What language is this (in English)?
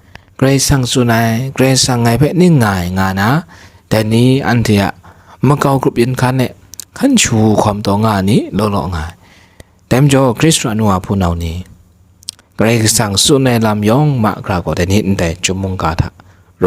Kachin